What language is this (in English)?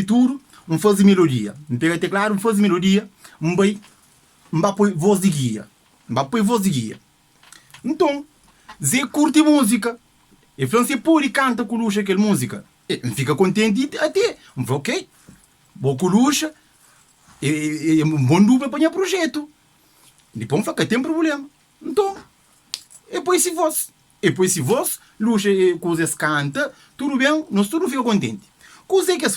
Kabuverdianu